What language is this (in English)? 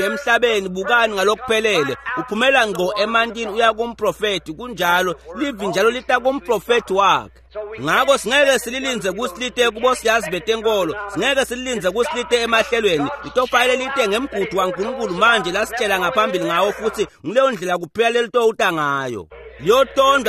Swati